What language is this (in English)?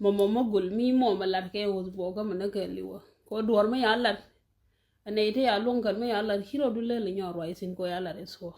Nuer